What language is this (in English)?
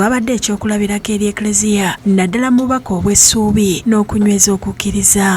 Ganda